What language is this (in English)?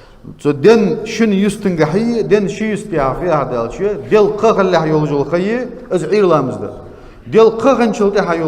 Ingush